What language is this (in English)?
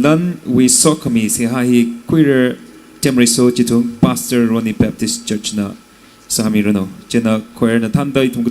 Tangkhul Naga (India)